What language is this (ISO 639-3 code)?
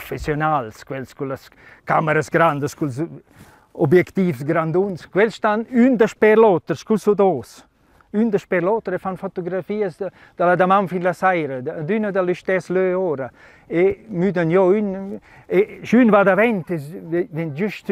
roh